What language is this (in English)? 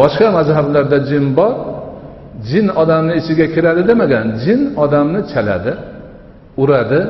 Uzbek